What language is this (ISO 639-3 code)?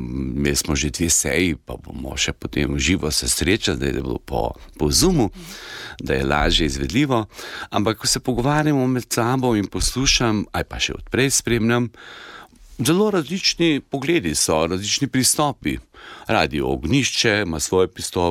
slv